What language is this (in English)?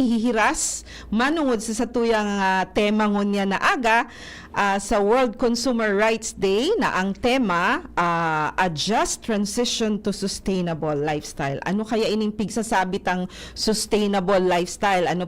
Bikol